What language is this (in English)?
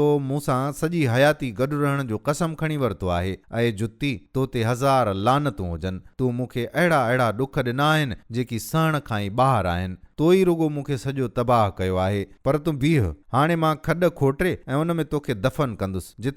Sindhi